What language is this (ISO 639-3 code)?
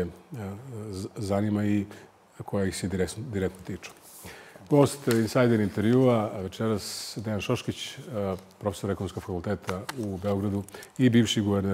srp